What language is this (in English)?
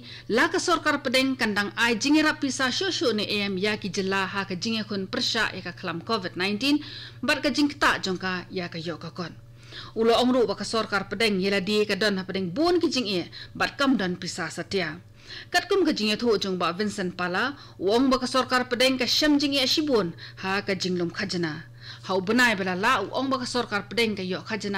Khasi